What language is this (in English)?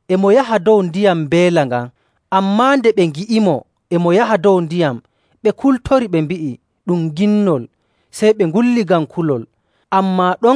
Nigerian Fulfulde